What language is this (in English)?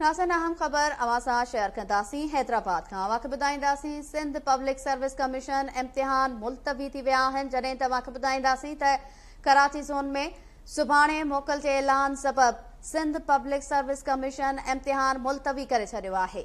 Sindhi